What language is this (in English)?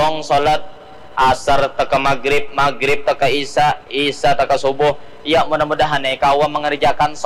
Banjar